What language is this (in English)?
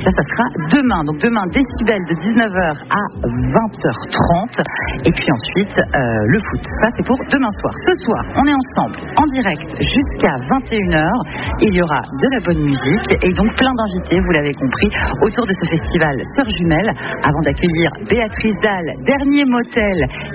French